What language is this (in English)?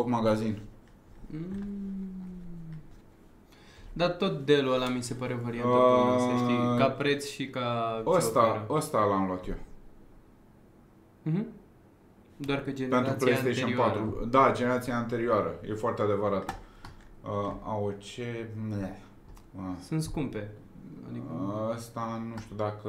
Romanian